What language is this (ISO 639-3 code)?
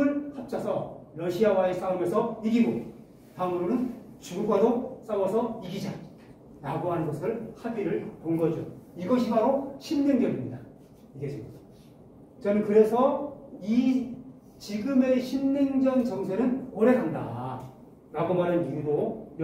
kor